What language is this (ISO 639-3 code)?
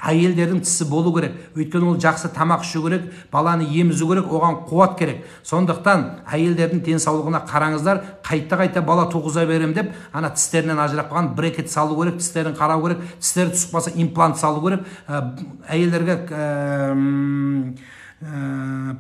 kaz